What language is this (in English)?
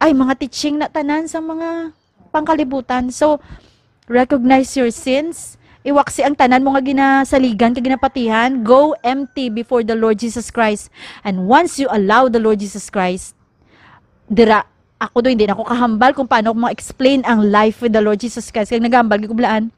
Hiligaynon